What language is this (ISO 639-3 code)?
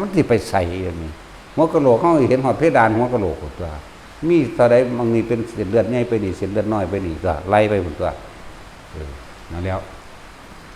tts